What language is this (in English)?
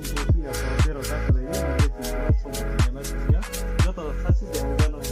Riang (India)